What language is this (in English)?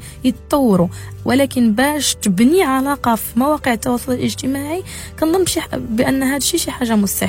Moroccan Arabic